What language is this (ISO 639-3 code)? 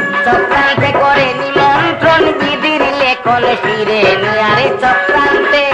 ben